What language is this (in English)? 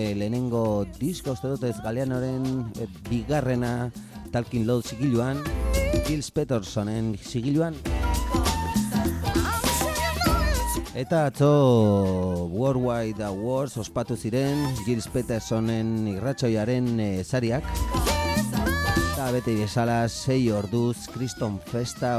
Basque